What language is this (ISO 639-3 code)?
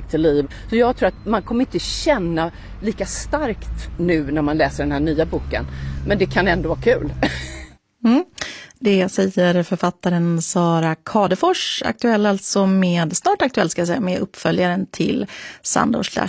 swe